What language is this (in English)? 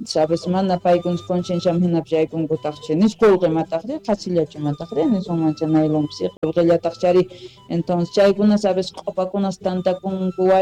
Quechua